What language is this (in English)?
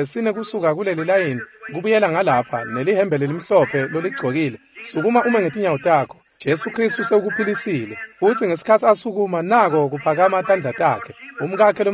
Swati